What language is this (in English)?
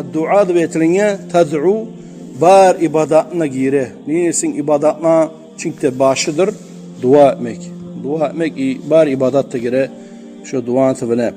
Kumyk